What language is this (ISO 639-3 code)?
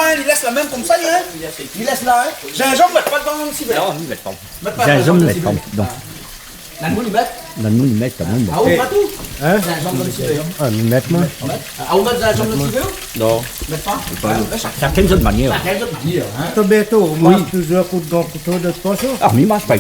rcf